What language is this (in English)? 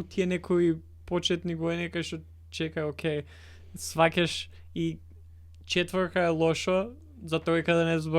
Macedonian